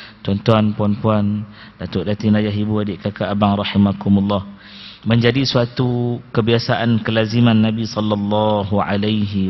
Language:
Malay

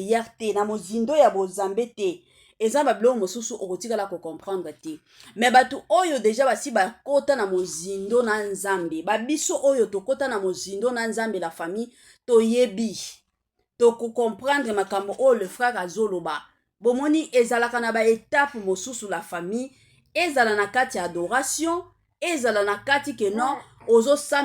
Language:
Lingala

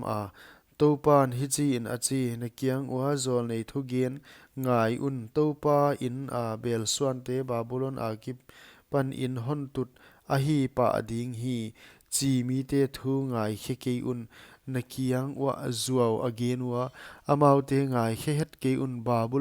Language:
Paite Chin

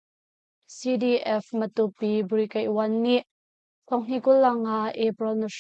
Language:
Hakha Chin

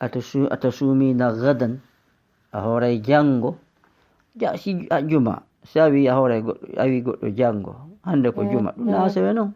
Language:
Fula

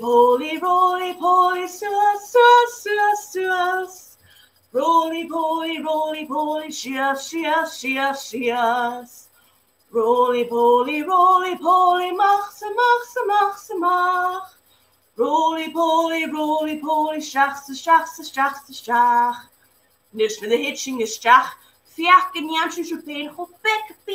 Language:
Scottish Gaelic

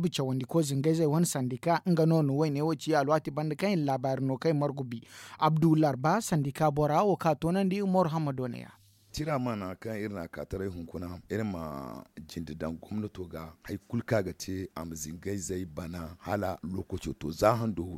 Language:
Zarma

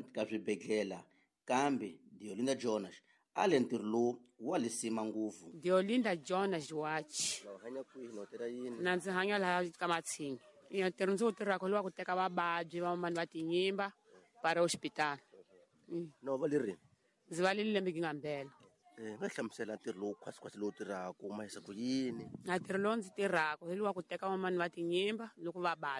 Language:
Tsonga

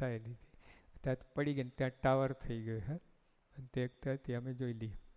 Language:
Gujarati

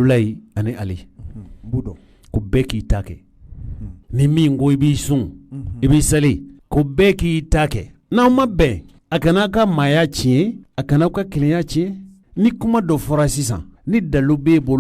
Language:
Bambara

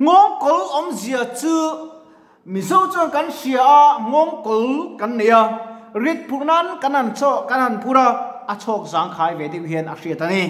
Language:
Mizo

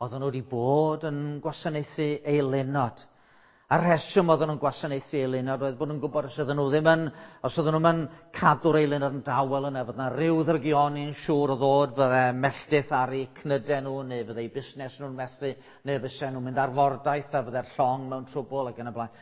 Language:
Welsh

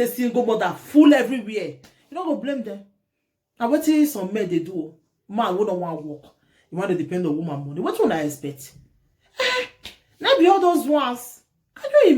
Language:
Nigerian Pidgin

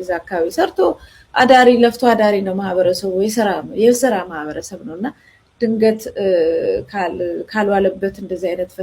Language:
Amharic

